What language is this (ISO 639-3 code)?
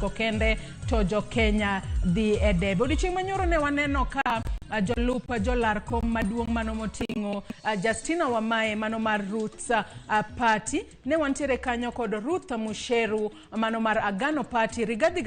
luo